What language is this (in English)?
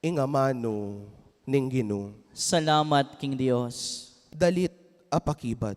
Pampanga